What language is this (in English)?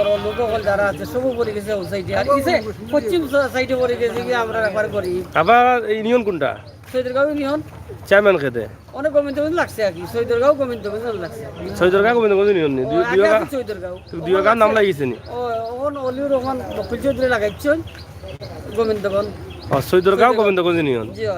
Sylheti